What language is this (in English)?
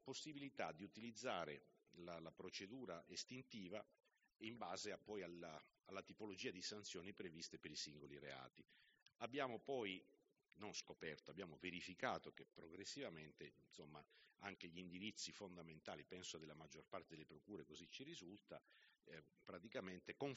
Italian